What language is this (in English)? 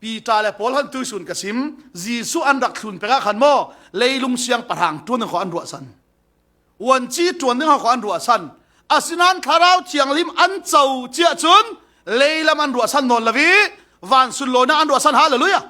Falam Chin